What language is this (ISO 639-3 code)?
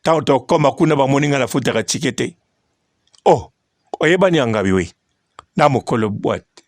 lin